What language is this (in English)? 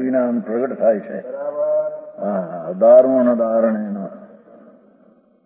Gujarati